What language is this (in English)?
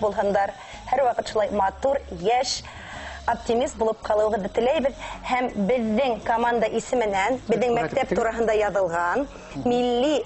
Bashkir